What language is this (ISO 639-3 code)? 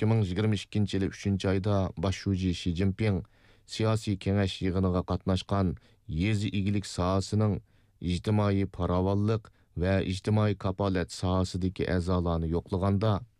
uig